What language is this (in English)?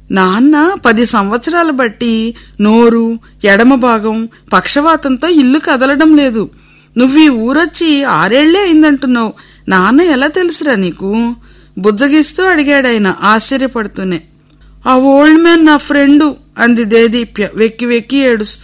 Telugu